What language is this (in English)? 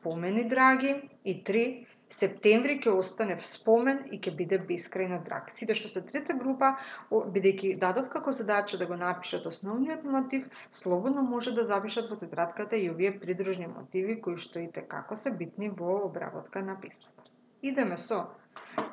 Macedonian